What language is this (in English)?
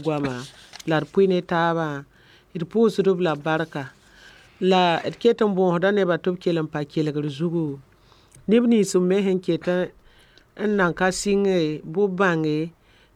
Mossi